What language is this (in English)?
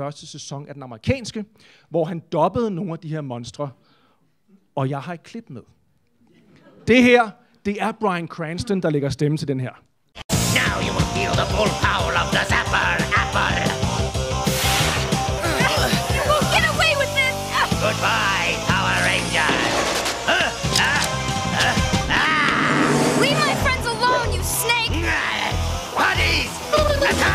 Danish